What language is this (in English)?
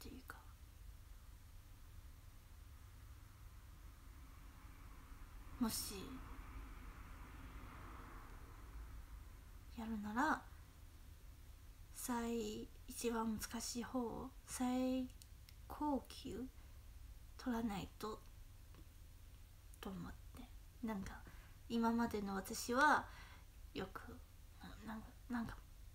Japanese